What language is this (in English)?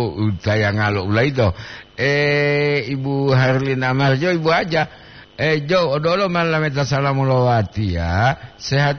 Gorontalo